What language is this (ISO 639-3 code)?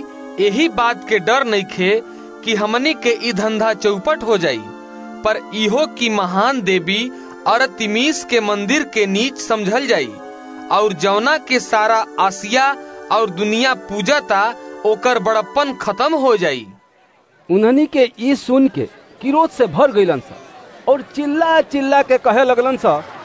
bho